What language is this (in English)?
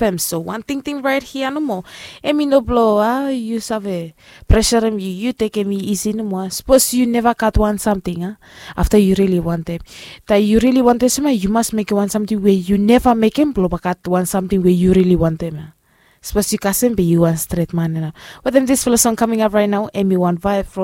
Bislama